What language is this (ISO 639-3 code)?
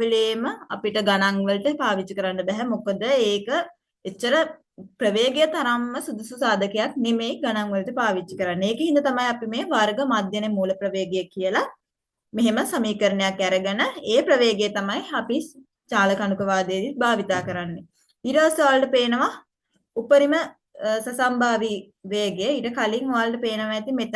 sin